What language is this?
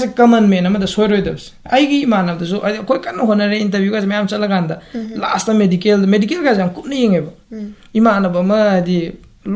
Manipuri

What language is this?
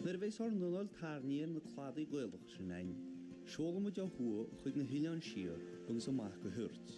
Irish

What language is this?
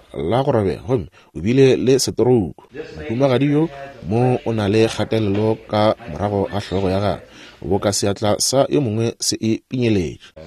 Northern Sotho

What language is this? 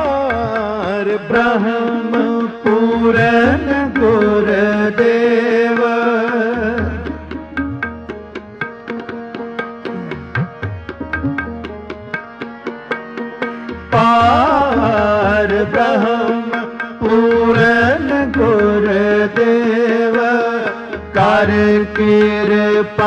Punjabi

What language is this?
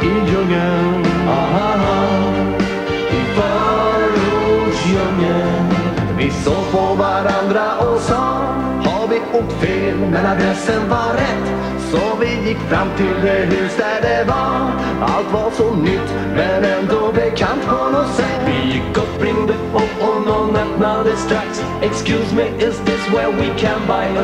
Swedish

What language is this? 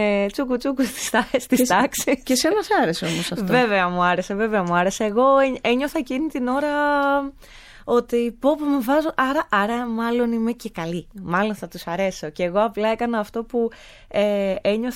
Greek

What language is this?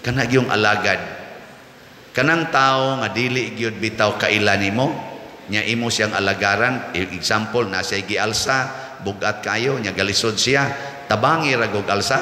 Cebuano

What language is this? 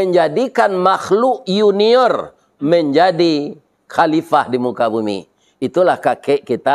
Minangkabau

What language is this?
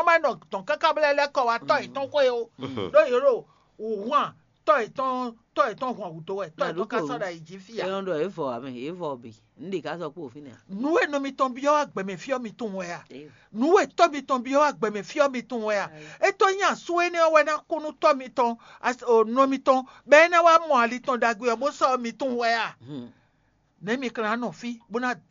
Fon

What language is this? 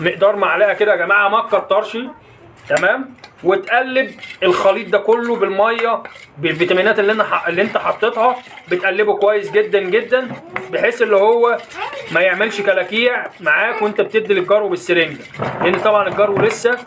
Egyptian Arabic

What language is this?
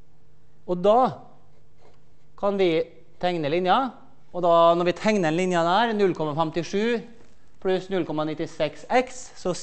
Norwegian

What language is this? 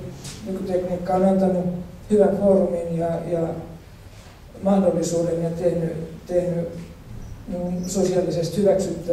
Finnish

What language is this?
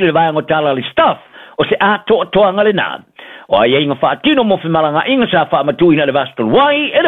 Samoan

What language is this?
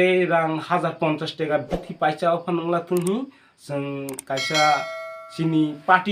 Kok Borok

